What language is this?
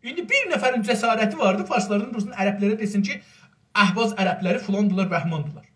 South Azerbaijani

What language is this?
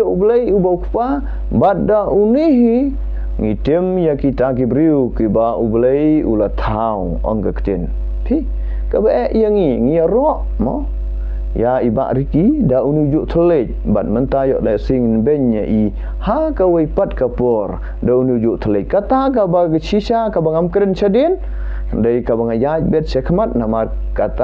Khasi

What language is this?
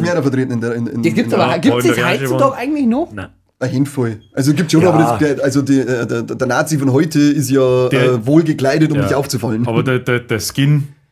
Bavarian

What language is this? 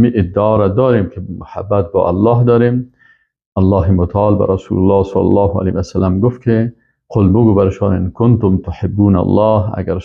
Persian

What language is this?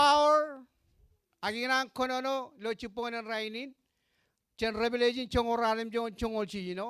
Marshallese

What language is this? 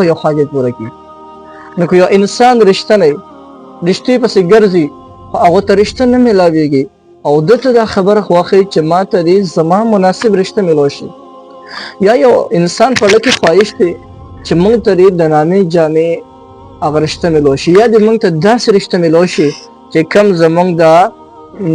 Pashto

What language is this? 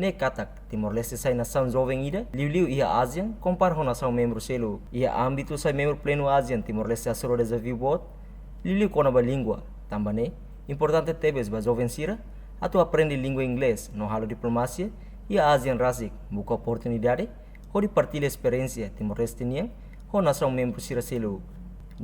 Tetum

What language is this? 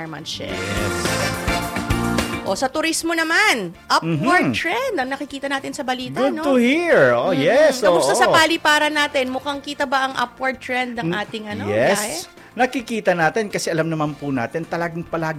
Filipino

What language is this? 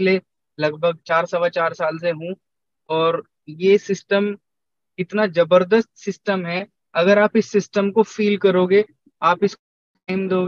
Hindi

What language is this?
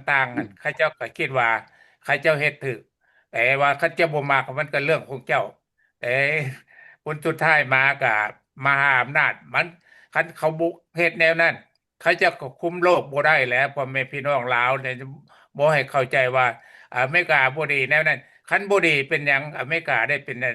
Lao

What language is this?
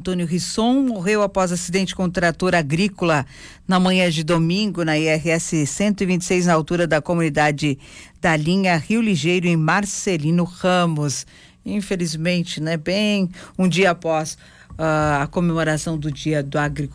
Portuguese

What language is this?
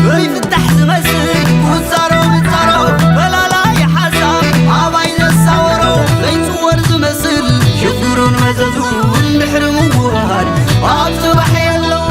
Tigrinya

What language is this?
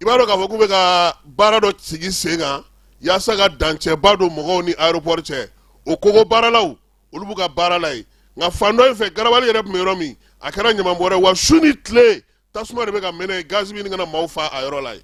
Bambara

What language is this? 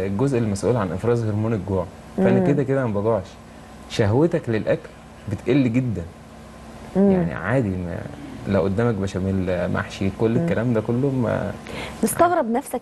Egyptian Arabic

